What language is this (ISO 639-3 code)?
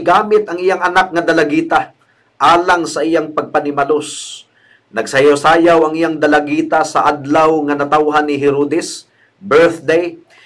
ceb